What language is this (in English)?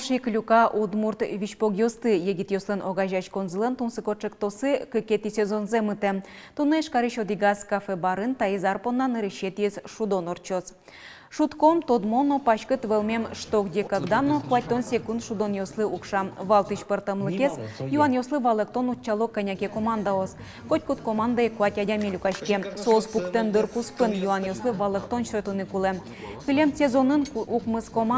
Udmurt